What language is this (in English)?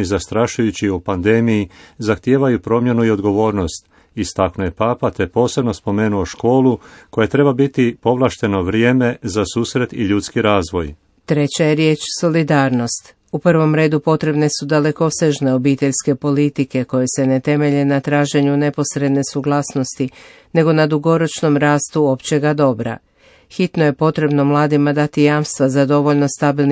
Croatian